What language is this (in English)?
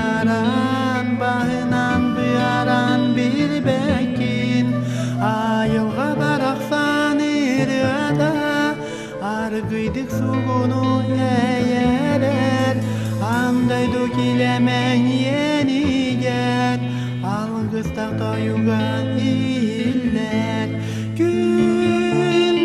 Yakut